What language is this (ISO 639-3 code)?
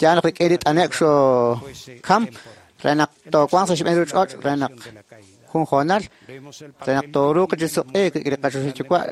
kek